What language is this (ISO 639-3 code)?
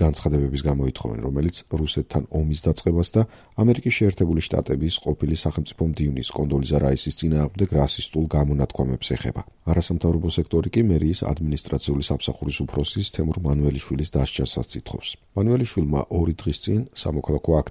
kat